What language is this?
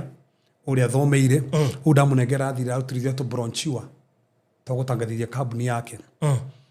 Kikuyu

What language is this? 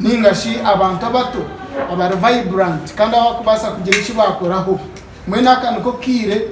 Nyankole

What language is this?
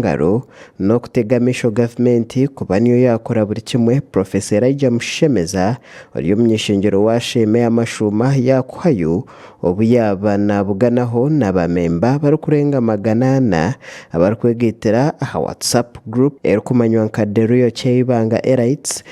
Nyankole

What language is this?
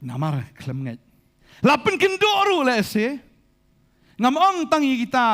Khasi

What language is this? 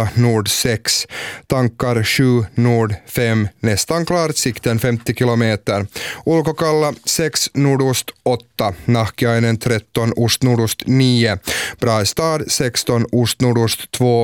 Swedish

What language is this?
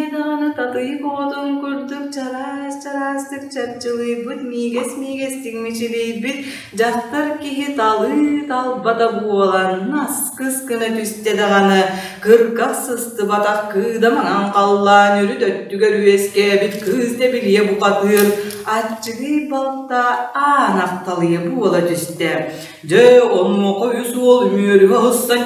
Yakut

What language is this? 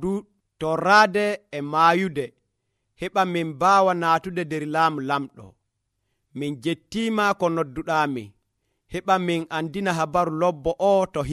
Nigerian Fulfulde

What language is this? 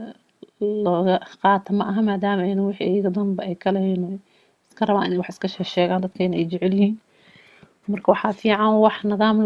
Somali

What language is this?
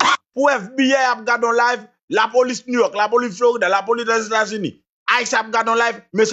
Haitian Creole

